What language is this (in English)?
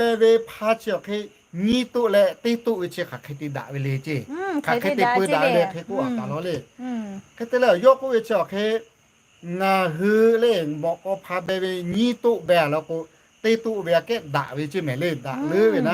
Lahu